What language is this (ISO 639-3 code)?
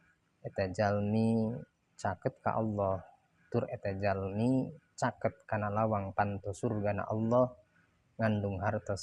sun